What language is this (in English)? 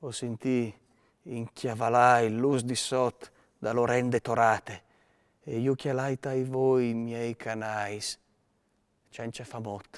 Friulian